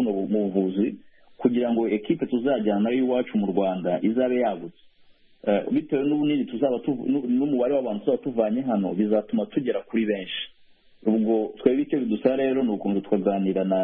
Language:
Kinyarwanda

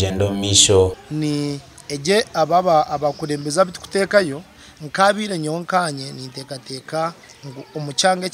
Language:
Nyankole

